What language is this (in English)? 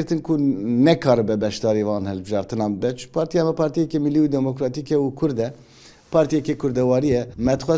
Kurdish